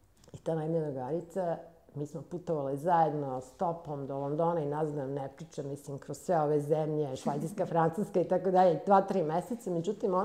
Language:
Serbian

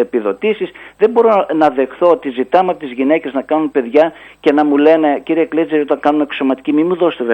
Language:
Greek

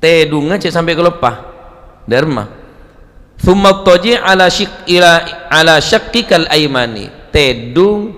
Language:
Madurese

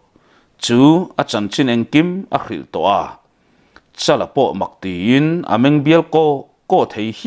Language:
Mizo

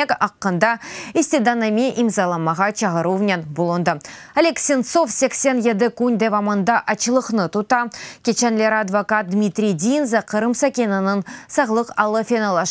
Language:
Crimean Tatar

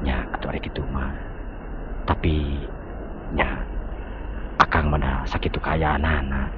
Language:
Sundanese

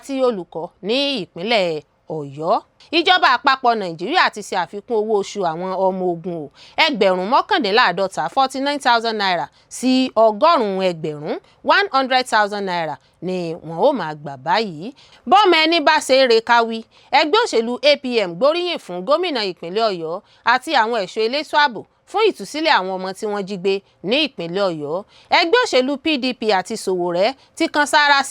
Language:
Yoruba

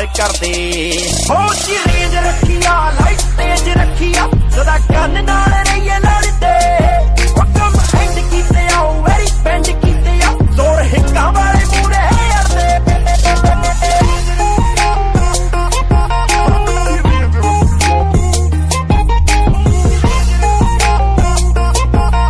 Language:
Punjabi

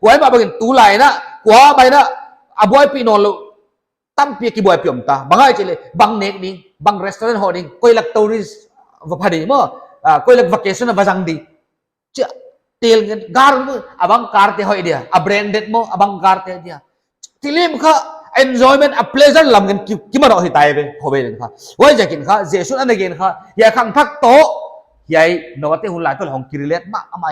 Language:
Paite Chin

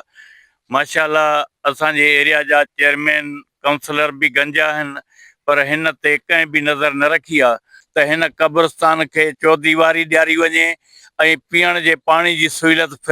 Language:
Sindhi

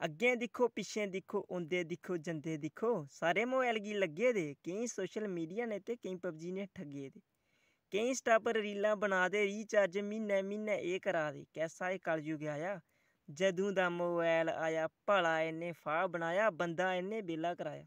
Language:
Dogri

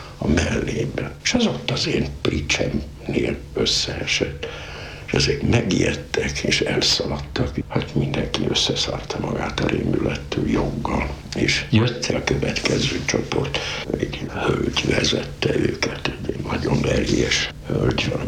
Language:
Hungarian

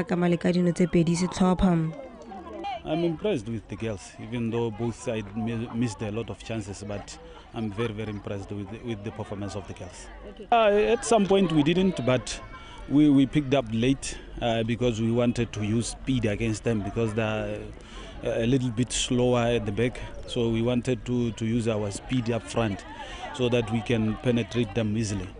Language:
Tswana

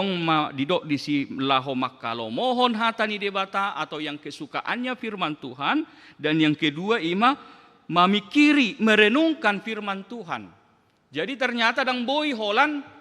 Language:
Batak Toba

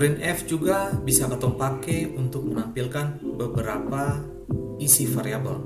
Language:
Ambonese Malay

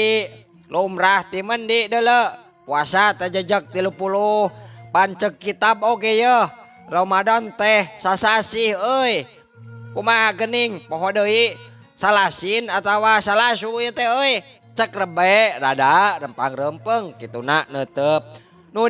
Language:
Sundanese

